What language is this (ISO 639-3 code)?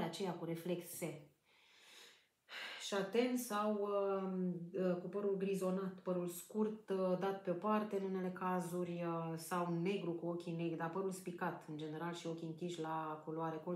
ron